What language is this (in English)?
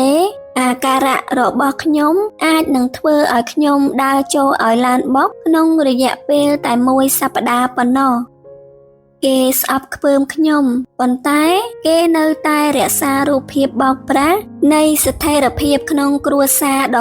Khmer